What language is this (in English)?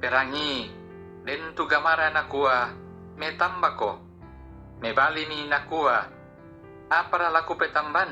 Toraja-Sa'dan